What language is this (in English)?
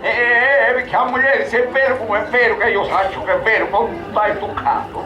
Sicilian